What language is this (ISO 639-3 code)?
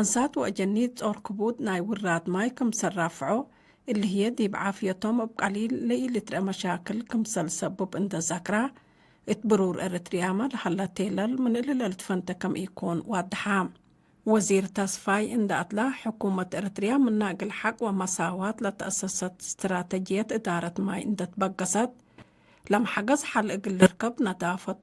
tig